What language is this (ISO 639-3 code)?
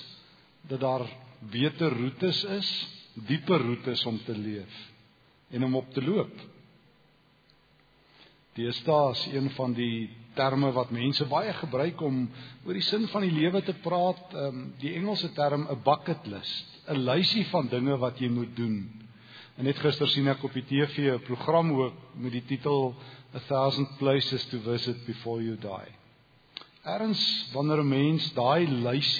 afr